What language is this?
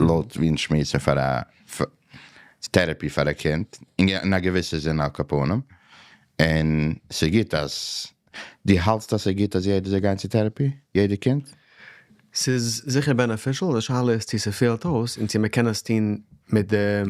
Yiddish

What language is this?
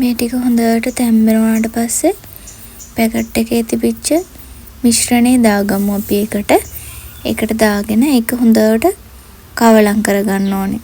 Sinhala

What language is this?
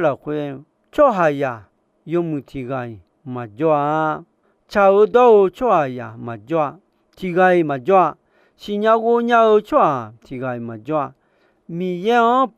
Akha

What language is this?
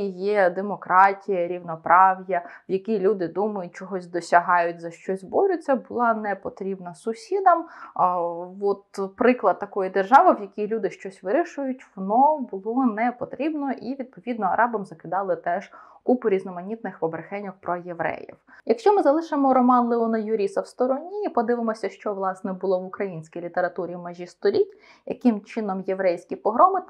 Ukrainian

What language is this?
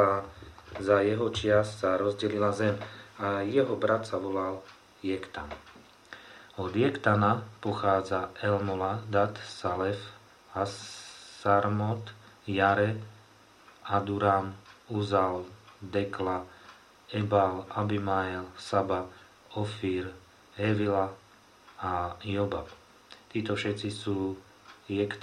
Slovak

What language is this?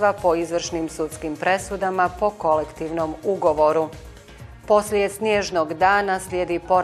Bosnian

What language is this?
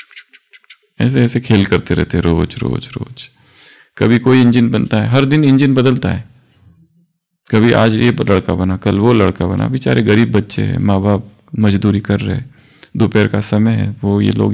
Hindi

